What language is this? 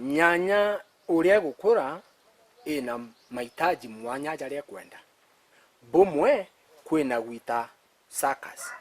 Meru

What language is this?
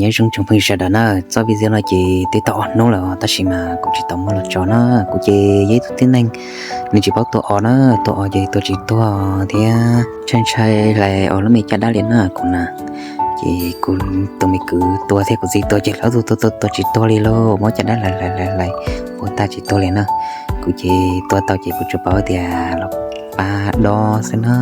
Hmong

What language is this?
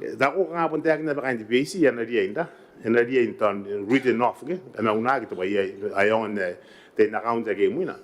Gilbertese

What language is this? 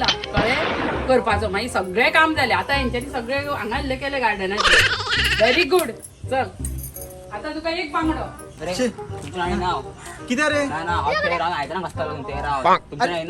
Konkani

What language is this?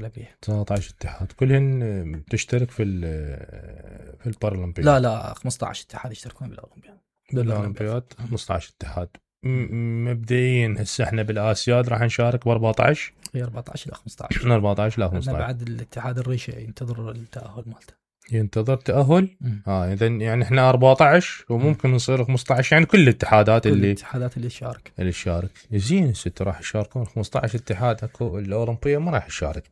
Mesopotamian Arabic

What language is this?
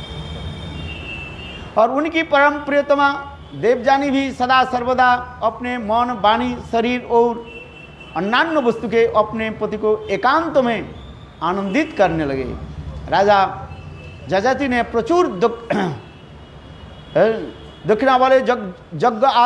Hindi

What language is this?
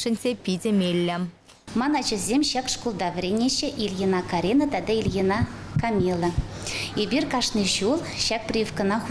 Chuvash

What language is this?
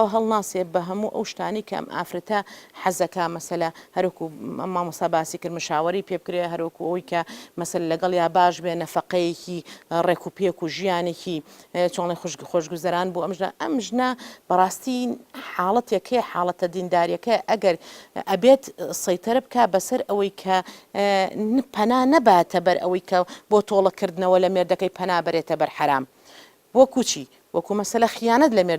Central Kurdish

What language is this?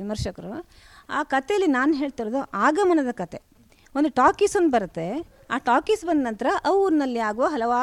Kannada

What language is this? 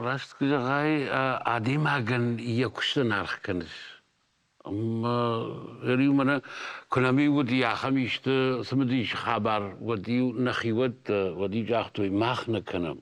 Ossetic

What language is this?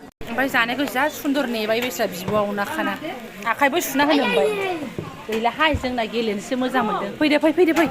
Bodo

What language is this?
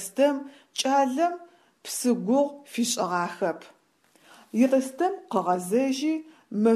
Adyghe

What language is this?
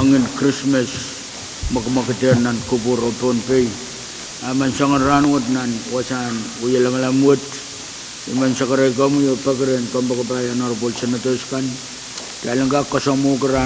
Pohnpeian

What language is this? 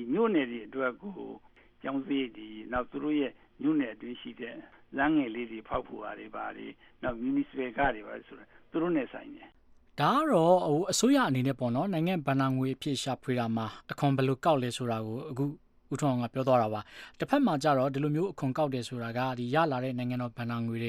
Burmese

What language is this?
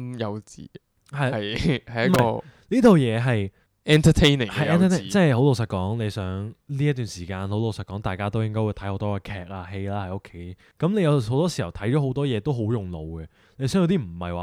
Cantonese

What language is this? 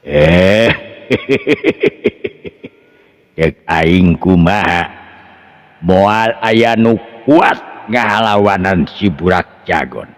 Sundanese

